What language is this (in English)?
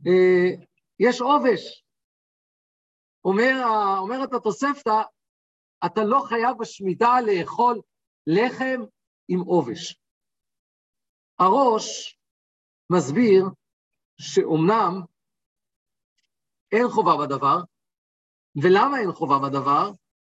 Hebrew